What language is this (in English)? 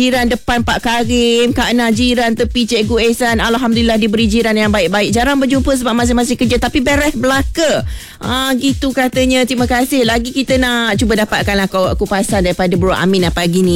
Malay